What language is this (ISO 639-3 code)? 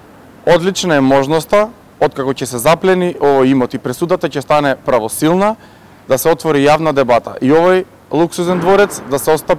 mkd